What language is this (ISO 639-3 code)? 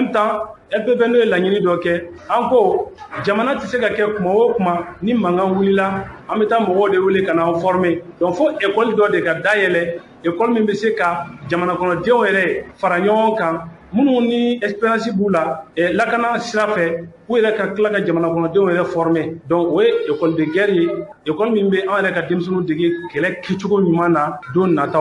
bam